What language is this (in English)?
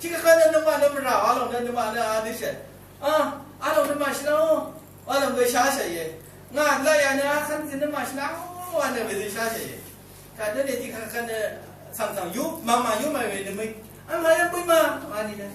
Rawang